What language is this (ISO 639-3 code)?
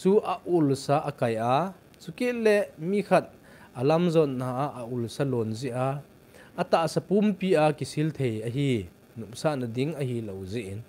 tcz